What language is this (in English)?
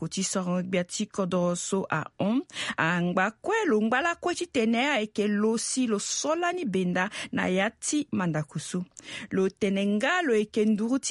Sango